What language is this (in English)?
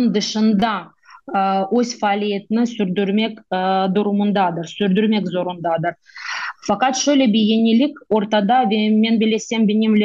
Crimean Tatar